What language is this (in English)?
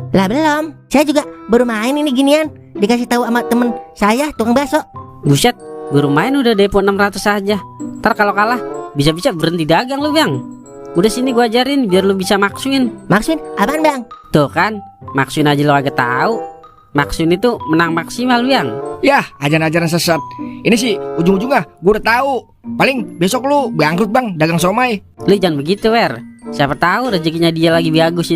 Betawi